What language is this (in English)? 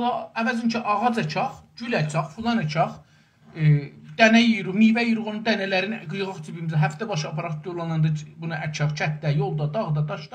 South Azerbaijani